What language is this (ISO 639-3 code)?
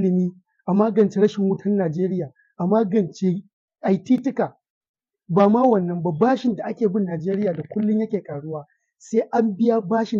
hau